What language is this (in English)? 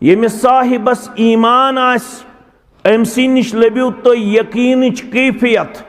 Kashmiri